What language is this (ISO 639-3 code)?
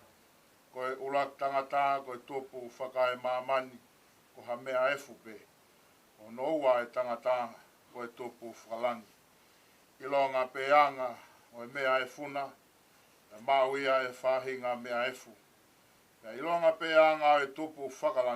ton